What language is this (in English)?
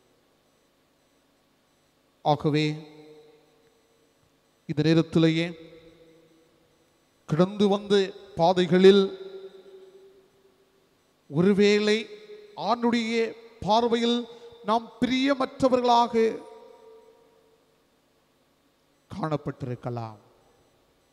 Tamil